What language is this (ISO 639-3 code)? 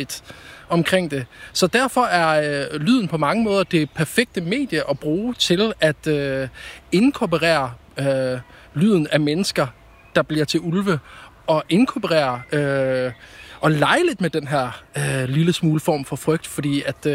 dan